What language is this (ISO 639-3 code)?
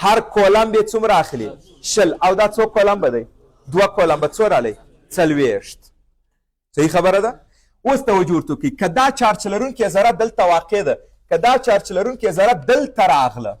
pus